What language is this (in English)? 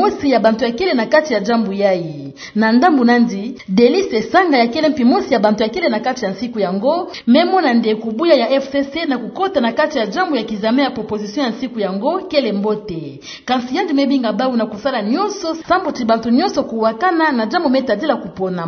Kituba (Democratic Republic of Congo)